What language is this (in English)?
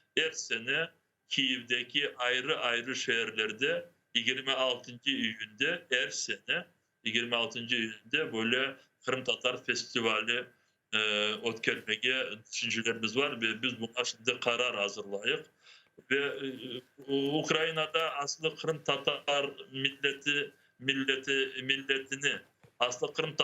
Crimean Tatar